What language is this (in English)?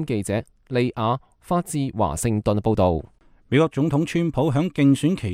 Cantonese